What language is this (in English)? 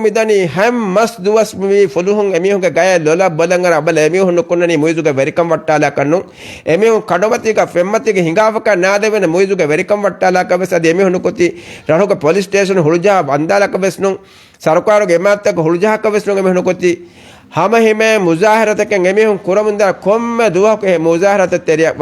Divehi